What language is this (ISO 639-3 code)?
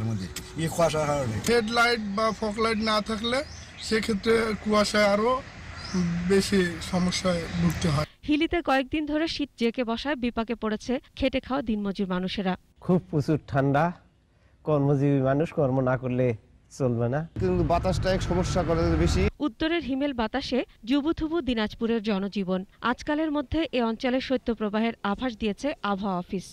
ben